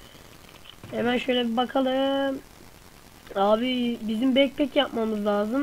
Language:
Turkish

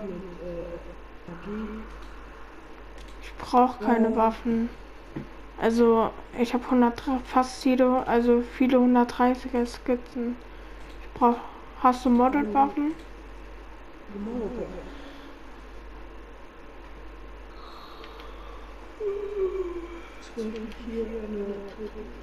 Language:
German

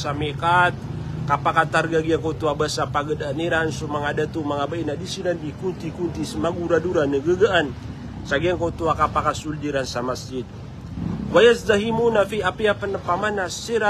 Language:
Maranao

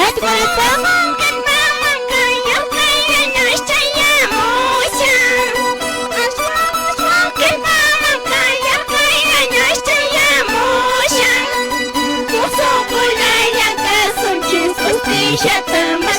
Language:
Quechua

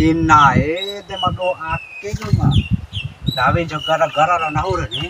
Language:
Bima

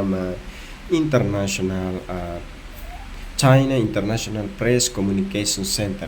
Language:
Tetum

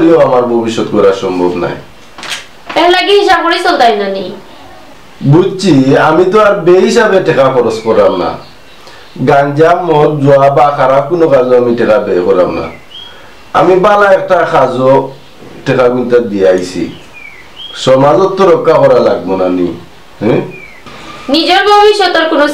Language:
Sylheti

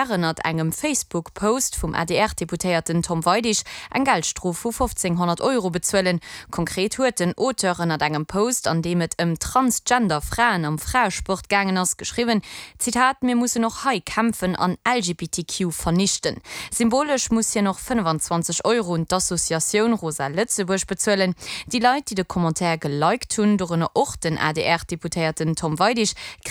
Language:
Luxembourgish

